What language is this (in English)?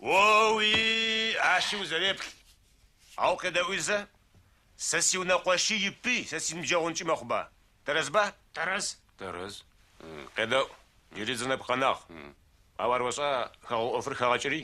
Adyghe